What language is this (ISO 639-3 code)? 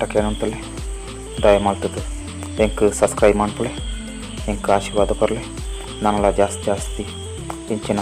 tcy